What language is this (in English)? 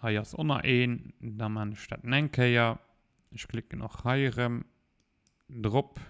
Luxembourgish